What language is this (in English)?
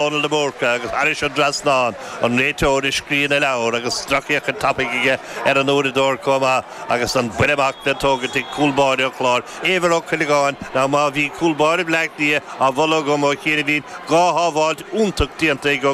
Irish